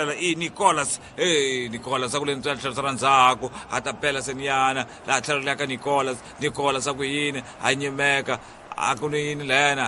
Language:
Tsonga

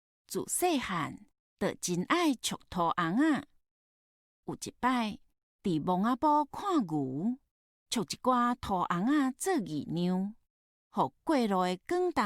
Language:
Min Nan Chinese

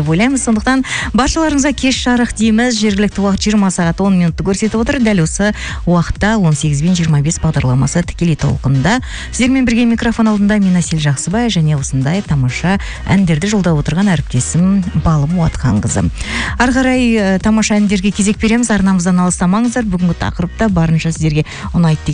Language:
Kazakh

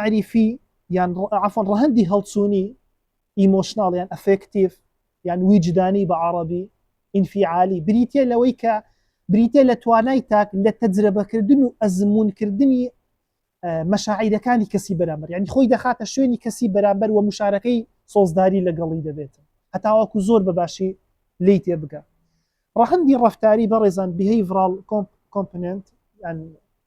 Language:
Central Kurdish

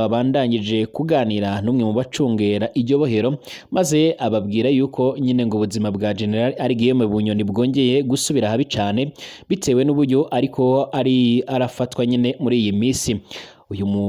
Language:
Rundi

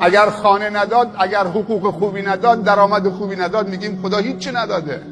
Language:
Persian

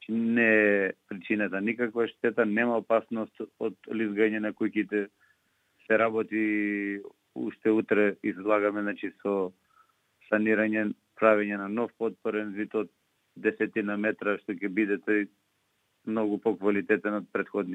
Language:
Macedonian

